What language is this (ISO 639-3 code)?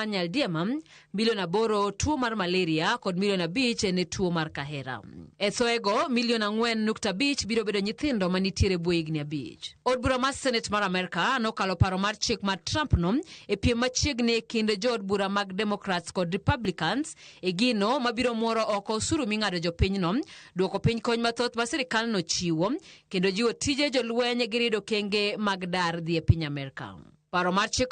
luo